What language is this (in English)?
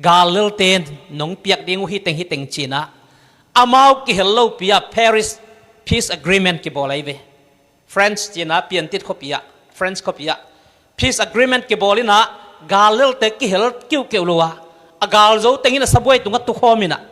Tedim Chin